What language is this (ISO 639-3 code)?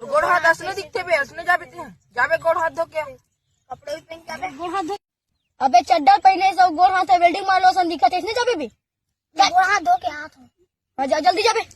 hne